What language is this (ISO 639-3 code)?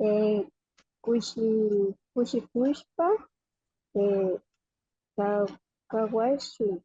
qvi